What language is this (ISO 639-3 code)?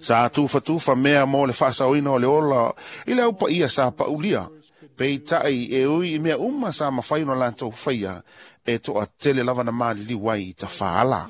smo